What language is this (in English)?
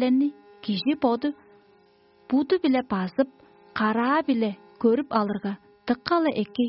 Tuvinian